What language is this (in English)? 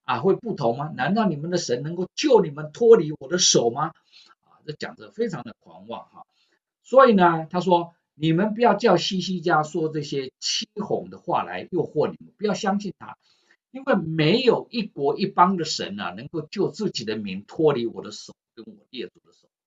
Chinese